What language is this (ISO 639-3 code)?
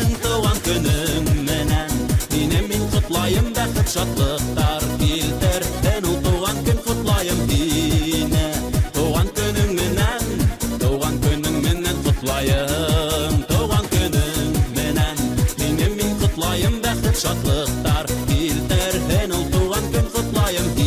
bak